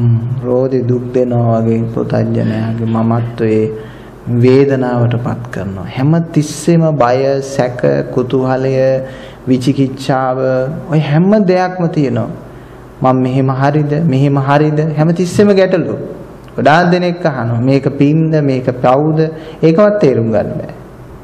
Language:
Sinhala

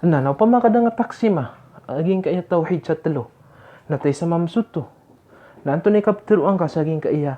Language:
Maranao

